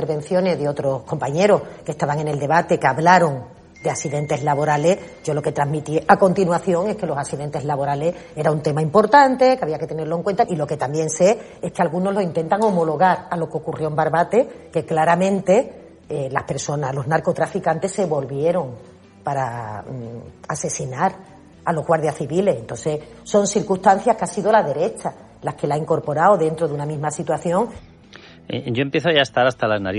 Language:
Spanish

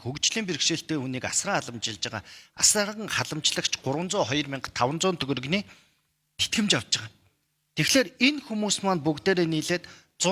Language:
Mongolian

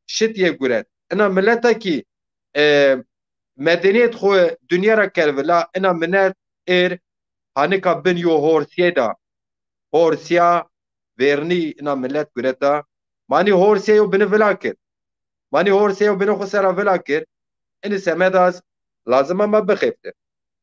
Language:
Zaza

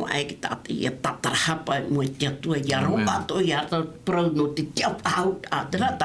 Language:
Tahitian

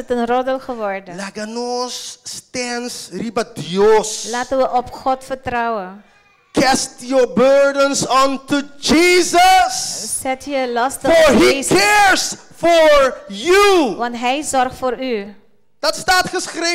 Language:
Papiamento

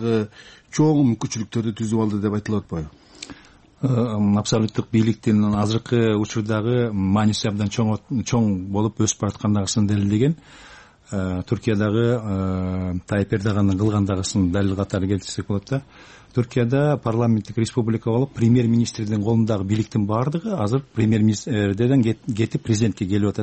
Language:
Kyrgyz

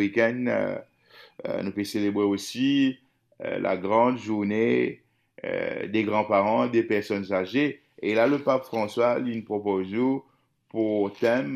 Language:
Morisyen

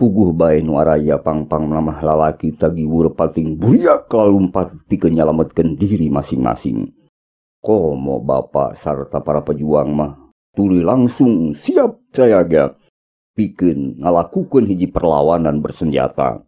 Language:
Sundanese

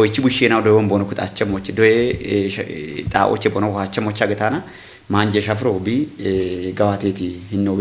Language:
Kafa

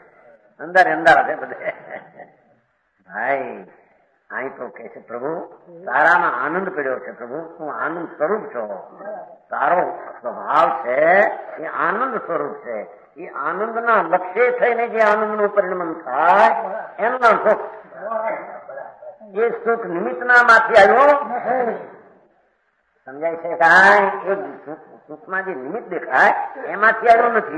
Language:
Gujarati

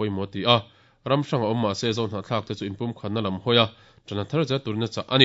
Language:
Mizo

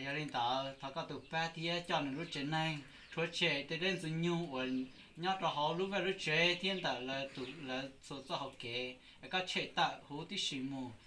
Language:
Hmong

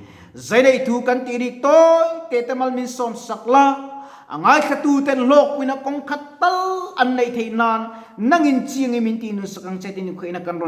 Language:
Mizo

